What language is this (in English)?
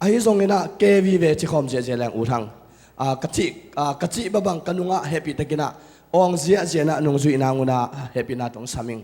Tedim Chin